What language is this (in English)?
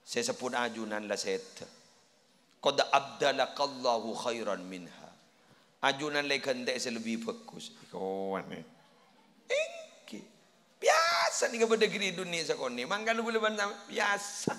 Madurese